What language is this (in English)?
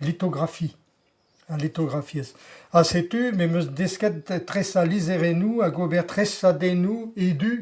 Breton